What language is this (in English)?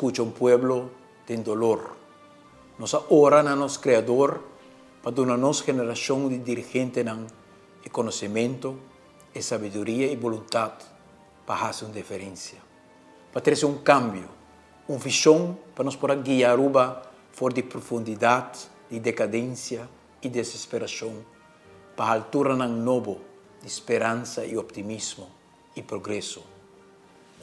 Papiamento